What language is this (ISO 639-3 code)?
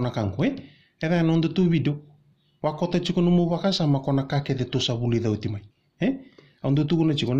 fij